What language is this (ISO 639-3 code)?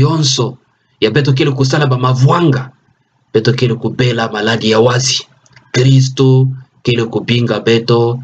ktu